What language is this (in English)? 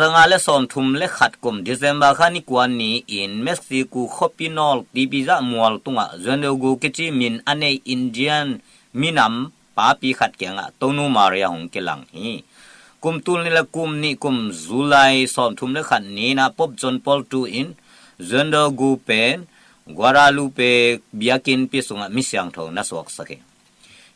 Tedim Chin